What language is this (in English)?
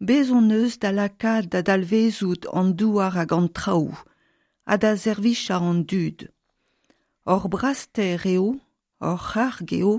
Breton